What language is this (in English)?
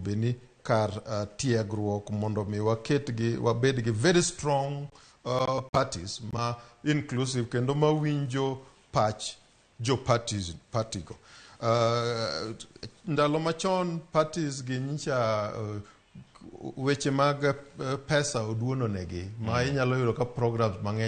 Luo (Kenya and Tanzania)